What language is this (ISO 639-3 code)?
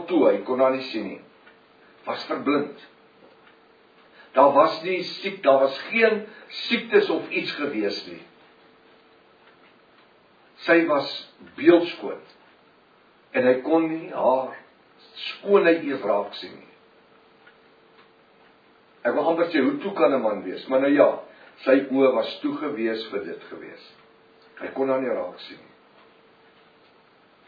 afr